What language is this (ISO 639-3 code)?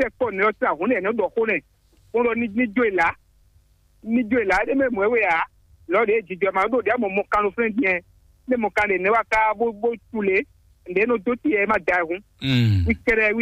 fon